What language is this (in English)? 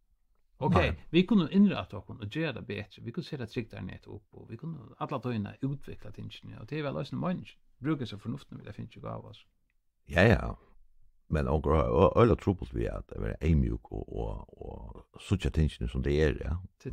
Faroese